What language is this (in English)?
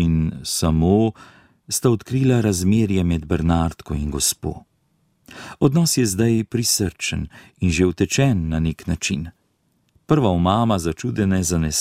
Slovenian